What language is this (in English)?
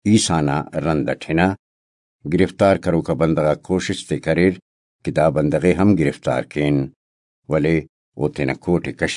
Brahui